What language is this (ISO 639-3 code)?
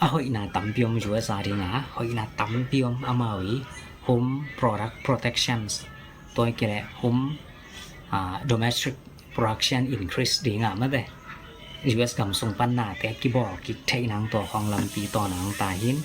ctd